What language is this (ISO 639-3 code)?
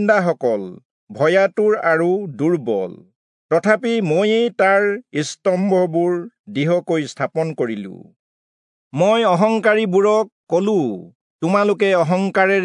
asm